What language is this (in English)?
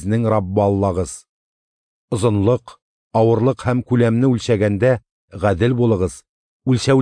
Tatar